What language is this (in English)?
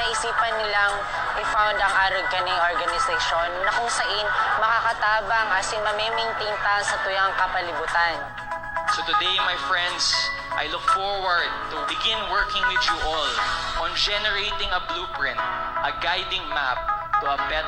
Bikol